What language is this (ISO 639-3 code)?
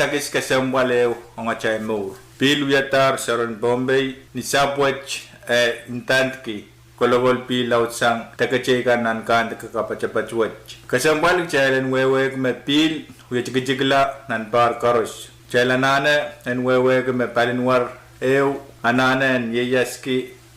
pon